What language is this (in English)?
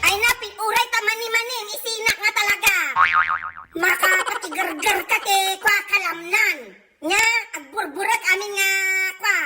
Iloko